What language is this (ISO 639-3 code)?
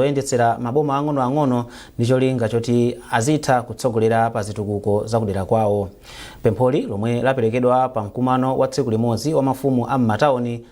nya